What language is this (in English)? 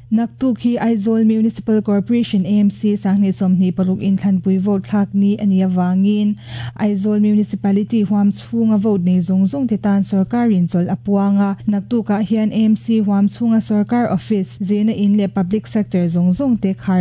Mizo